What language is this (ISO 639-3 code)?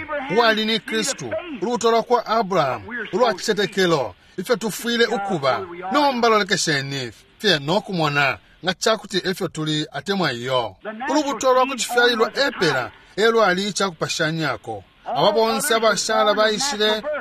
bem